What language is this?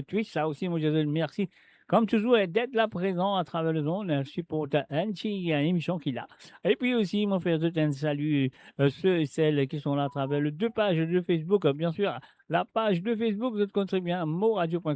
Morisyen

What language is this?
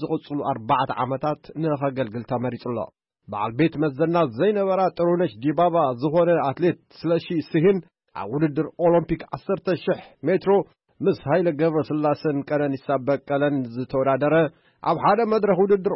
Tigrinya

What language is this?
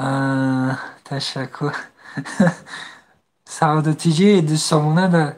Tajik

